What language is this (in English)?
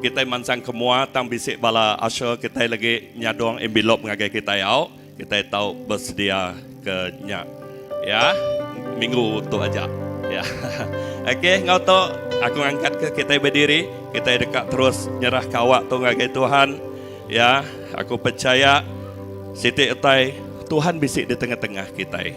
Iban